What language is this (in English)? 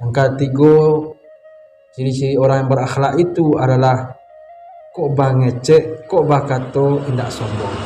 Minangkabau